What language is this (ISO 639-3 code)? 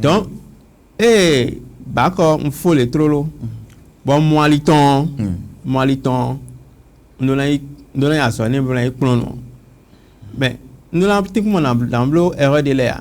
fon